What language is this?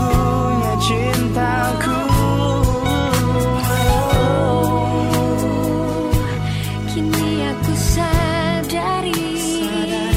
Indonesian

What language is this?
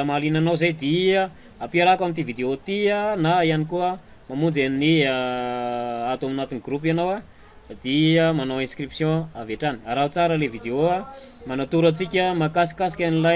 Malagasy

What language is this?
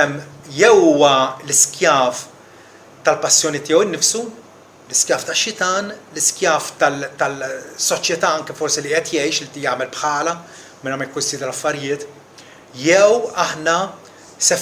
Maltese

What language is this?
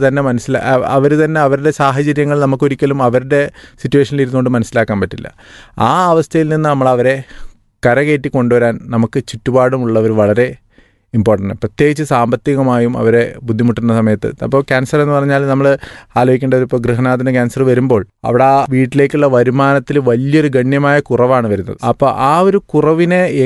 Malayalam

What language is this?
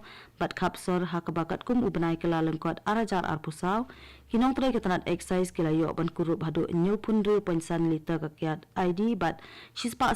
Khasi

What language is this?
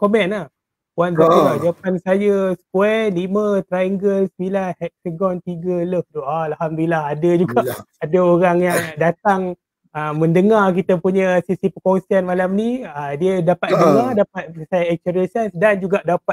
Malay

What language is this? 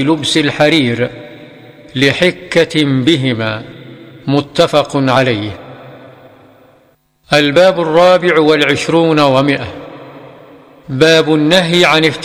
Arabic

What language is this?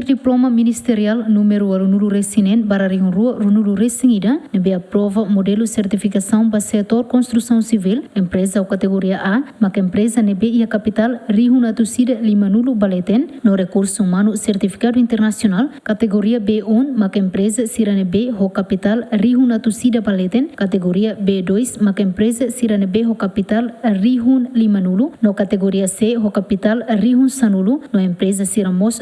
Tetum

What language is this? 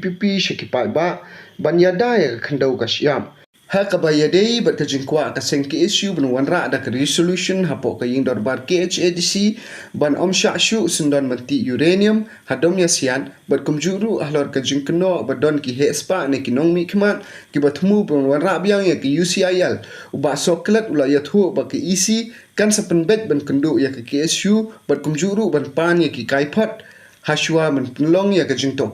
Khasi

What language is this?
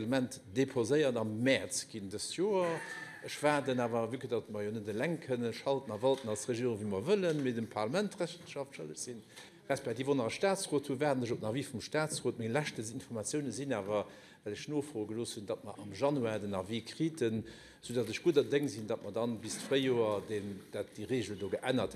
Luxembourgish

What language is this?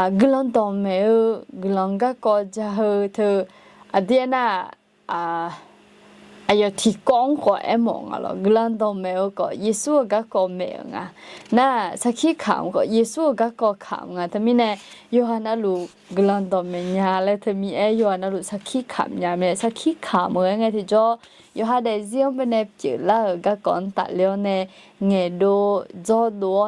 Akha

